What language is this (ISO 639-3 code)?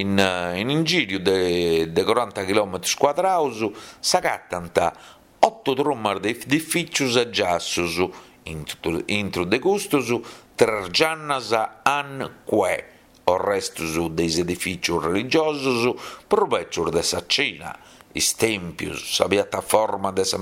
srd